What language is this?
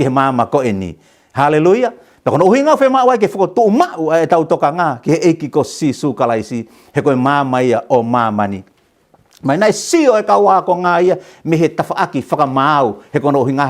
Tongan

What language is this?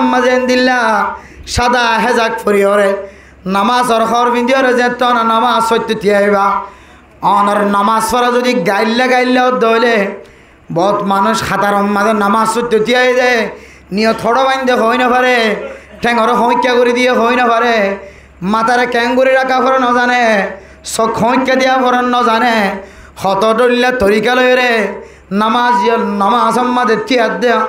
Rohingya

